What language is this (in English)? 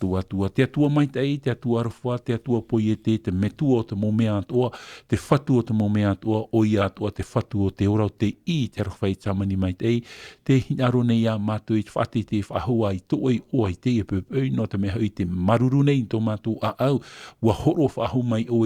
Tahitian